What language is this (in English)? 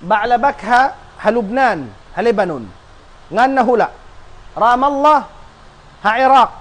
Tausug